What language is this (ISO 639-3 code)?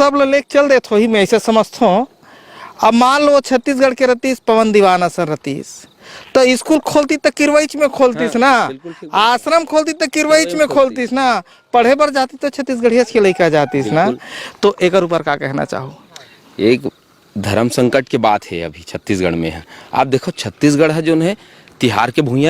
hne